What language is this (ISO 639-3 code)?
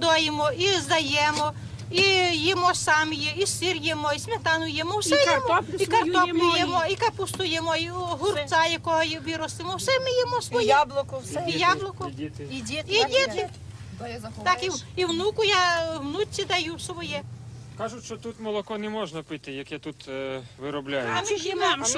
ukr